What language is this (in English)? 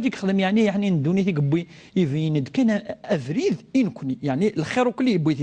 Kabyle